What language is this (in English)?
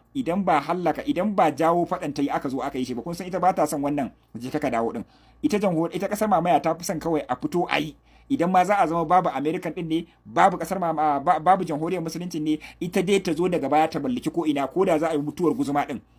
Hausa